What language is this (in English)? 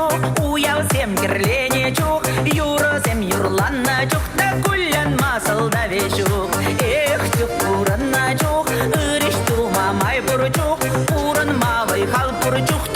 Chuvash